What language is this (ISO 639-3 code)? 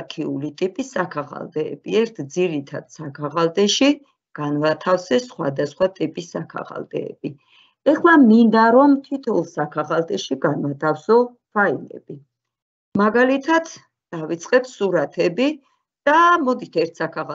kat